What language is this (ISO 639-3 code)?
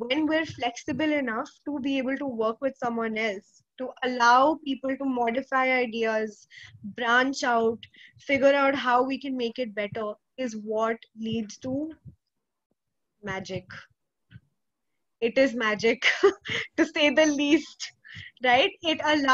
eng